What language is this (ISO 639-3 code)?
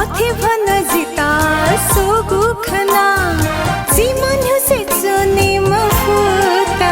new